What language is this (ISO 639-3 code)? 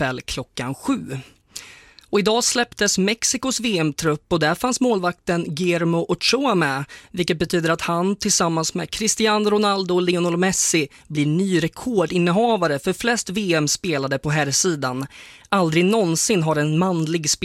swe